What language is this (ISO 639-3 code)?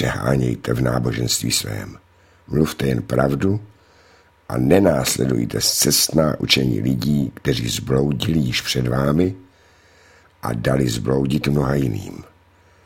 ces